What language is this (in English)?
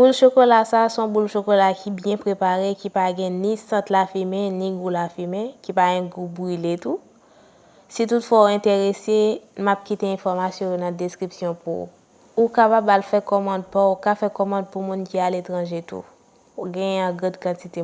Haitian Creole